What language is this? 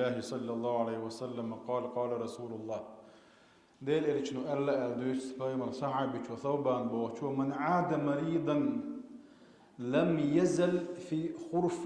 Chechen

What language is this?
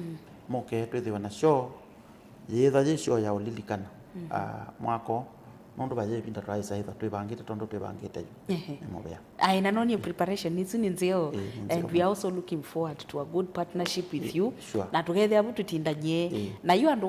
Kamba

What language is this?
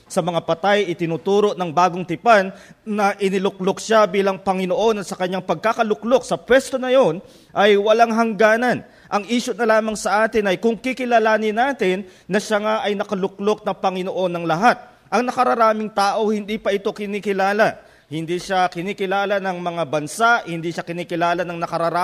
Filipino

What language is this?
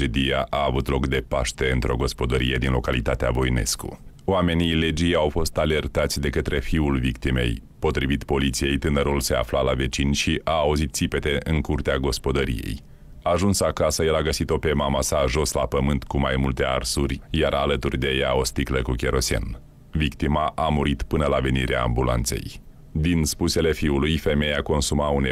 Romanian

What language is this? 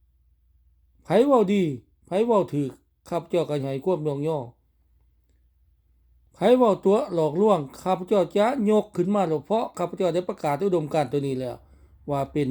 Lao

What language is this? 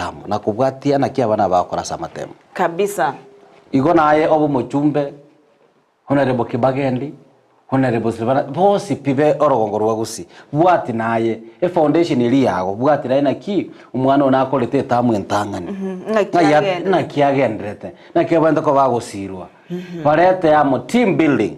Gusii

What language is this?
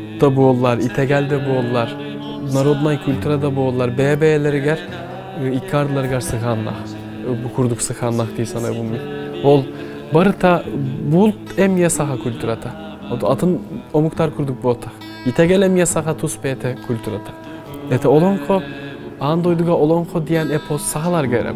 Yakut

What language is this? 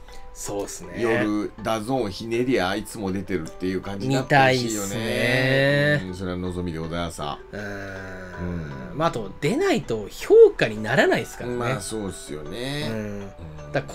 Japanese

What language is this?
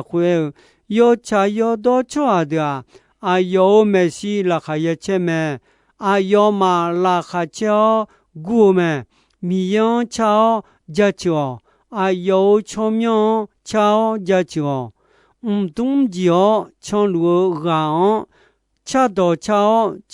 Akha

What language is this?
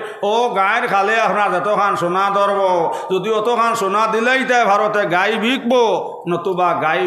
Sylheti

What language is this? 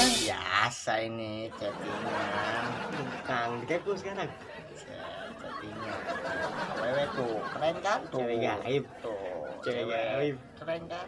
Betawi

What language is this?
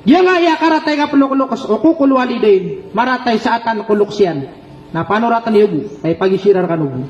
Maranao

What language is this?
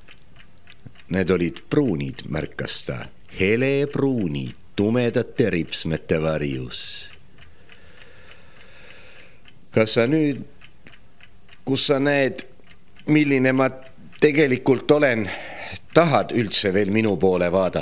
Estonian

